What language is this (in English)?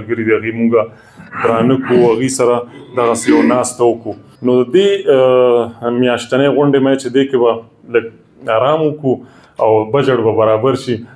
Pashto